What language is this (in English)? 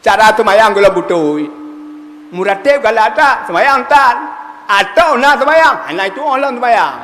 Achinese